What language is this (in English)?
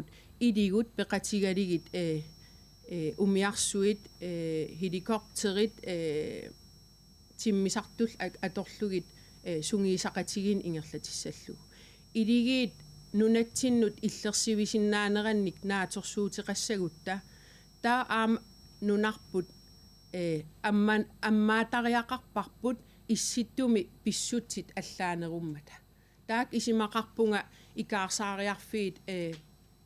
Kalaallisut